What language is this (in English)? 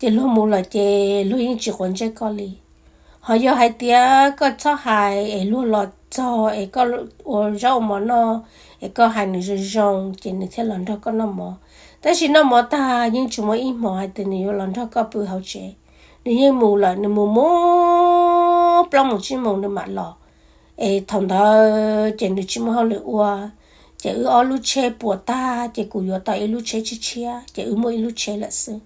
Hmong